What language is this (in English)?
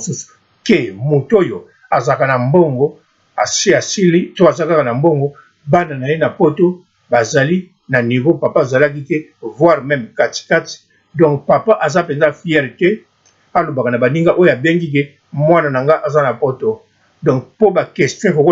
Lingala